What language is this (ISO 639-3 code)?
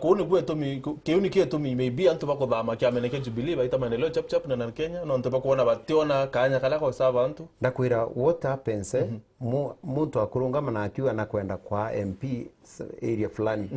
mer